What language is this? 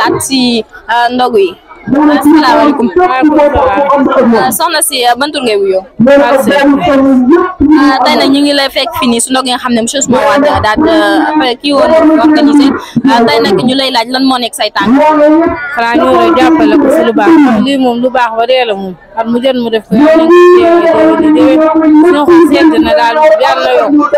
Wolof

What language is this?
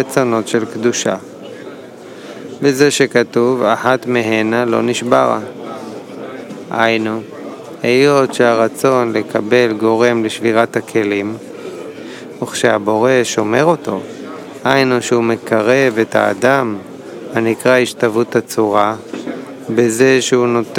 Hebrew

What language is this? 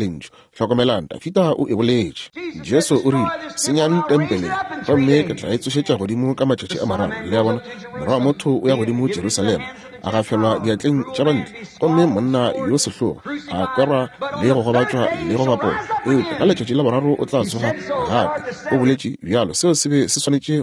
Northern Sotho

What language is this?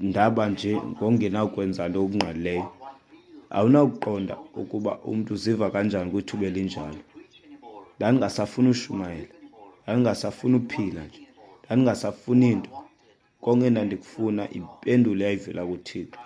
Xhosa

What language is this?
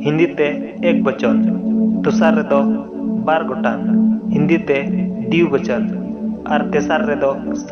Santali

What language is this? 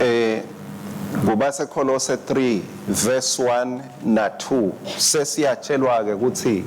Swati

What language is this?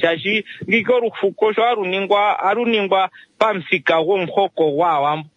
Kuanyama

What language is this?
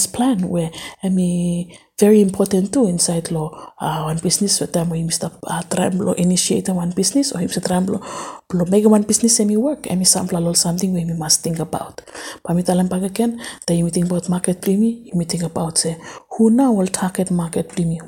Bislama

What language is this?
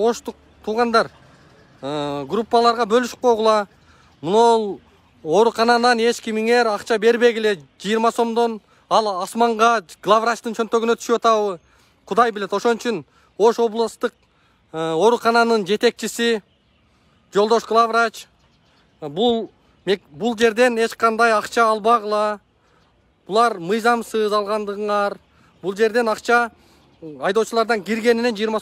Kyrgyz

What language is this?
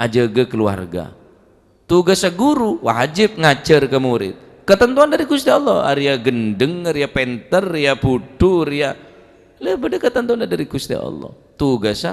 Madurese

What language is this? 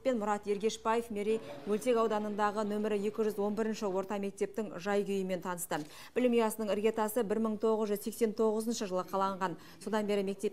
Kazakh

